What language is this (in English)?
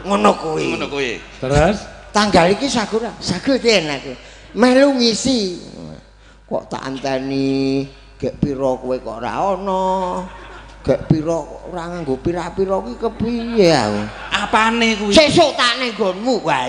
Javanese